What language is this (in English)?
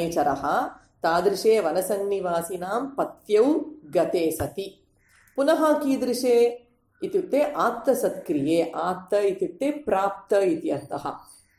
Sanskrit